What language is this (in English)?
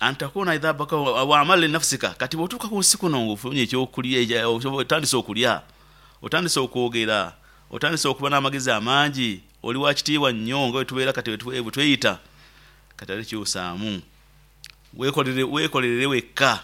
Nyoro